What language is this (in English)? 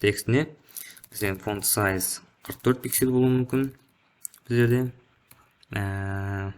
Kara-Kalpak